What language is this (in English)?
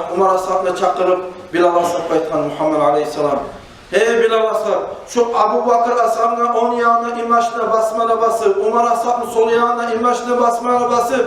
Kumyk